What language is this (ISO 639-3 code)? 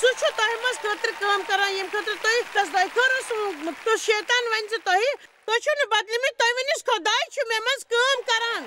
kas